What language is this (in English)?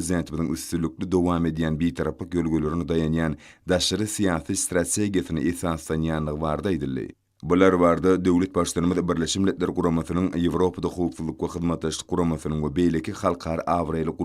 Turkmen